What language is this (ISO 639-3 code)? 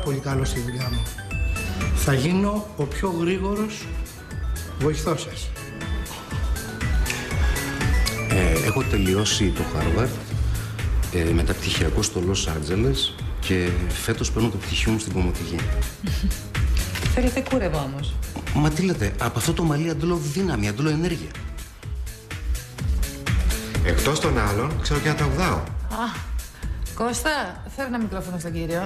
ell